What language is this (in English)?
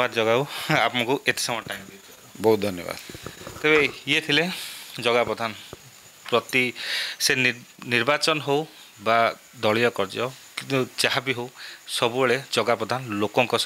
Odia